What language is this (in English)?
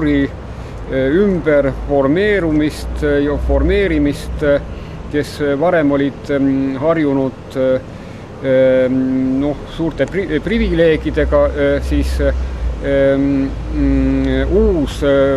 Estonian